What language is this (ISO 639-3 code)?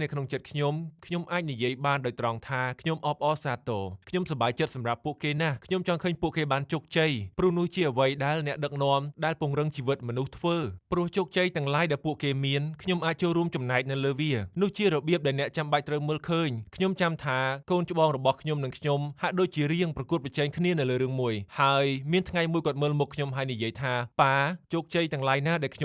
khm